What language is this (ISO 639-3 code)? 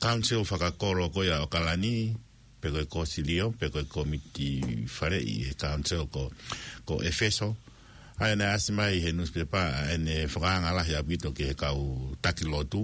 ton